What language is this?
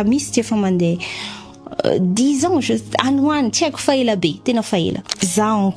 Malagasy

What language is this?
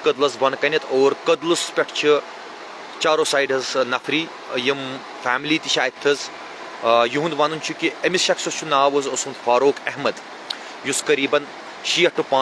Kashmiri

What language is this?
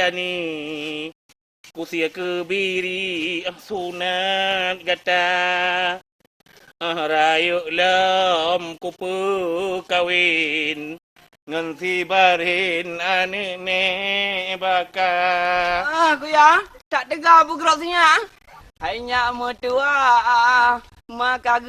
Achinese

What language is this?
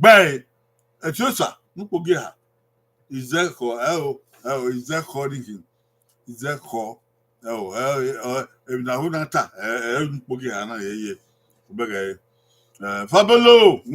Bini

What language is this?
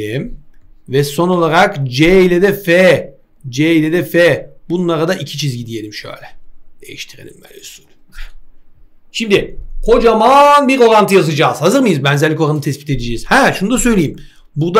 Turkish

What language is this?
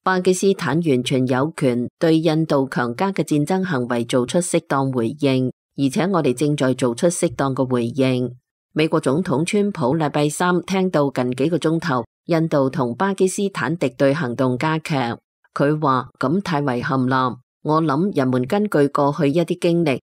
Cantonese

